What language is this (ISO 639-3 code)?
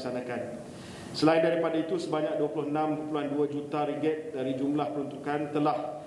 msa